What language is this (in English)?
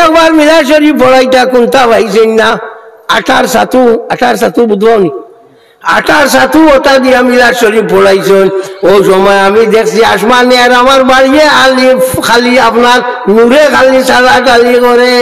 Sylheti